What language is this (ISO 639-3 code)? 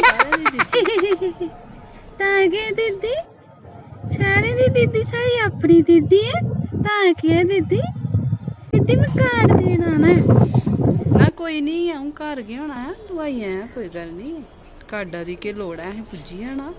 doi